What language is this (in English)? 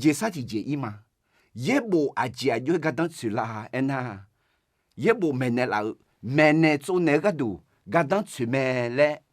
Akha